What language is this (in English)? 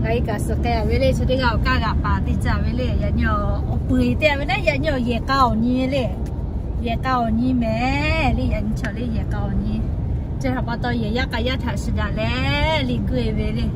Lahu